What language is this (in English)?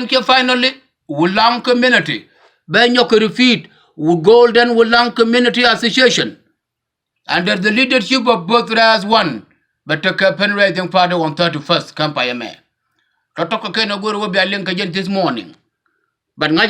Nuer